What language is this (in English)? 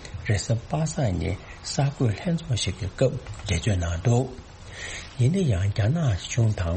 Tibetan